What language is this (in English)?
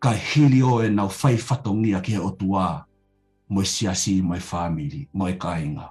Tongan